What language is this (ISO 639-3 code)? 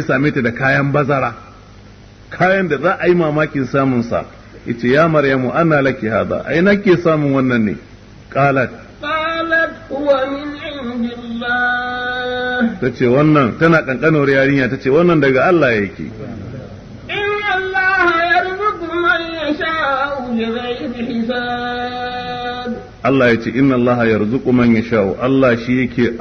hau